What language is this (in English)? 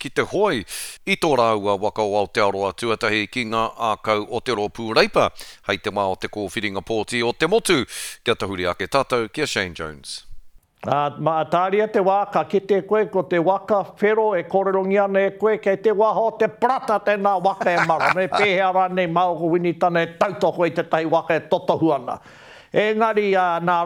Māori